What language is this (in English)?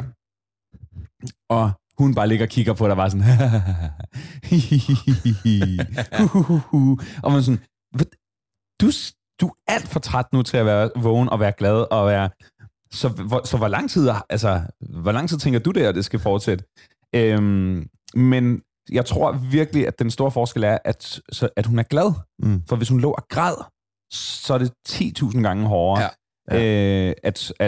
Danish